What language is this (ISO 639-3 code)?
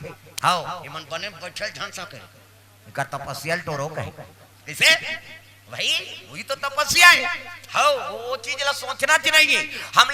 hne